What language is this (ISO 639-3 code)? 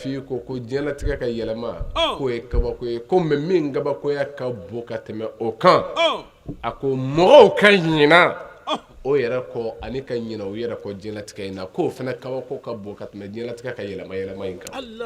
bam